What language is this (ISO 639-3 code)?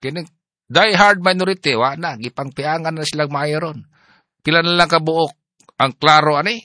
ceb